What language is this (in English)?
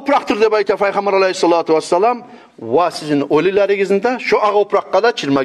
Kumyk